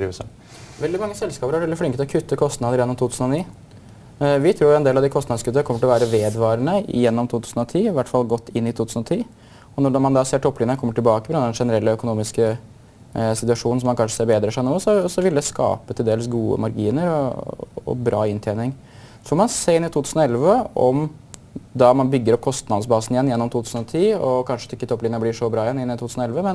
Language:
Norwegian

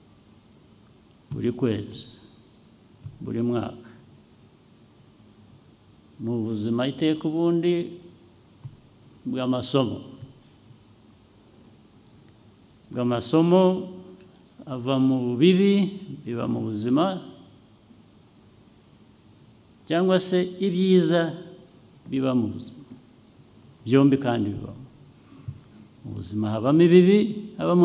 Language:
Kinyarwanda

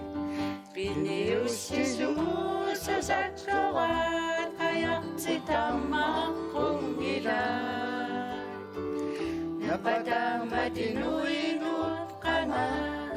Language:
Kalaallisut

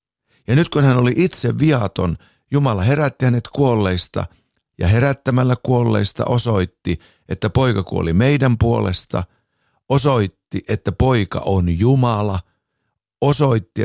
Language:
Finnish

